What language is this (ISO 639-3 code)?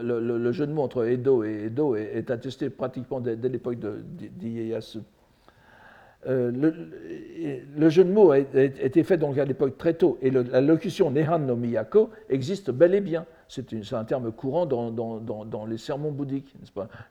fra